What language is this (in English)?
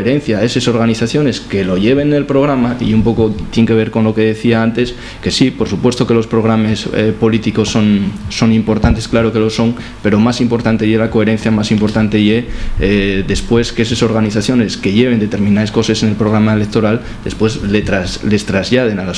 Asturian